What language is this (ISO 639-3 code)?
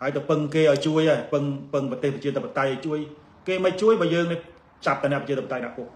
khm